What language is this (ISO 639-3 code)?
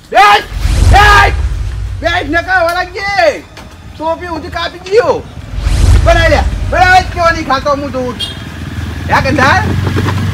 guj